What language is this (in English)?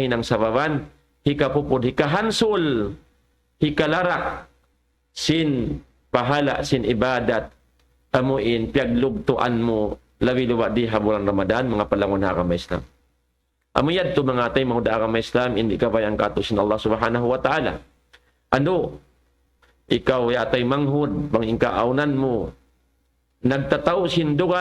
Tausug